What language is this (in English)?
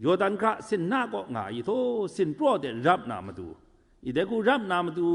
Kachin